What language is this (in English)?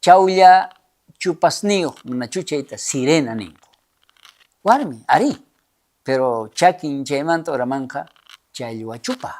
South Bolivian Quechua